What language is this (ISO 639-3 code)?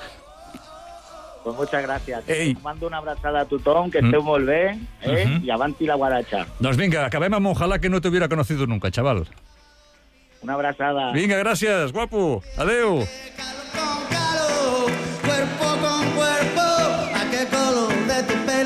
cat